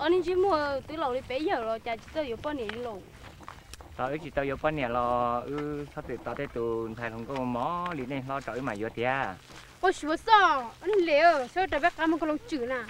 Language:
Hmong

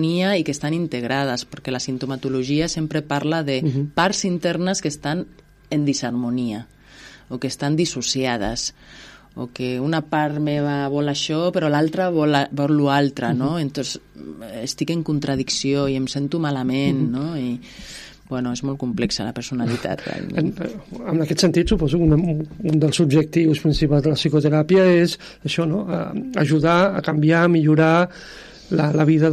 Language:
Catalan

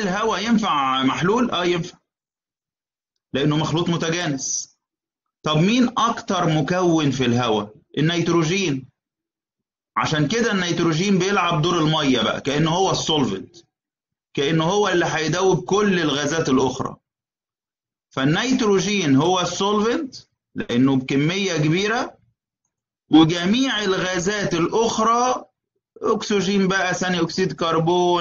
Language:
Egyptian Arabic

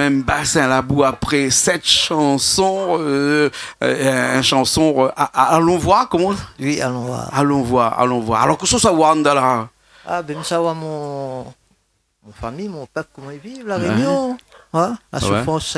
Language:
Réunion Creole French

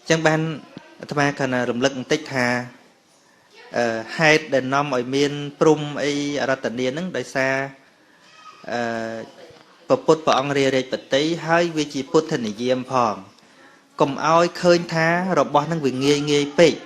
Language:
Khmer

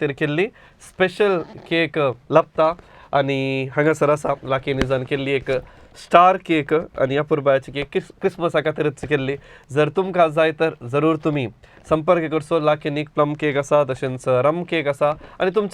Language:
Konkani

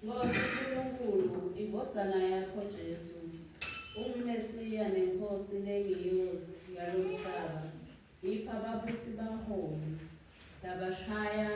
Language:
Swati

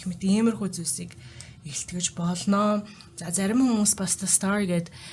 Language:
Mongolian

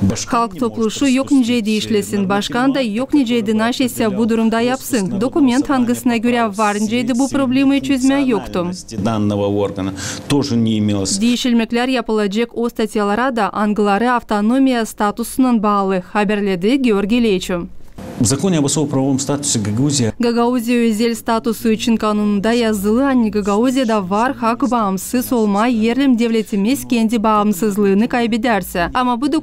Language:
Gagauz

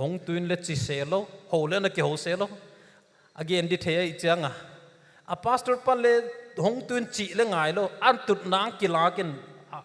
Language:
Paite Chin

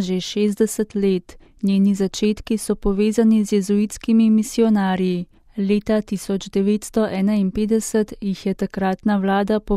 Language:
Slovenian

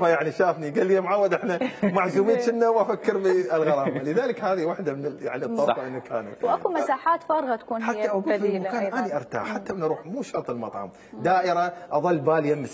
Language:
Mesopotamian Arabic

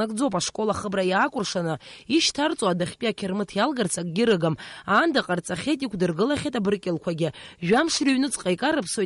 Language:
Abkhazian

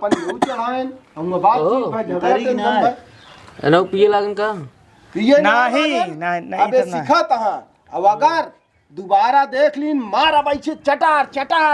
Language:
Awadhi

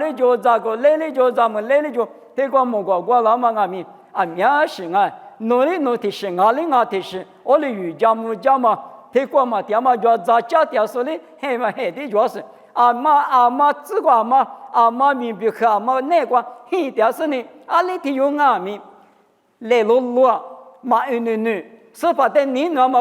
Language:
Lisu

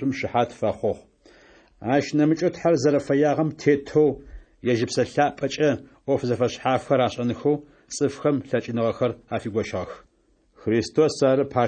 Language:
Adyghe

